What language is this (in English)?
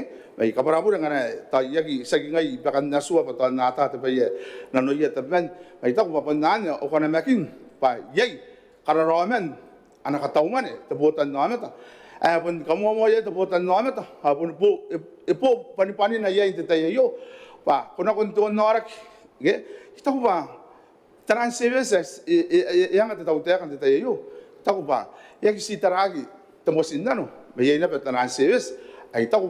Gilbertese